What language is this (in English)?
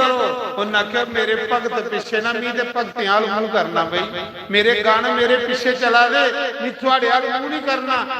Dogri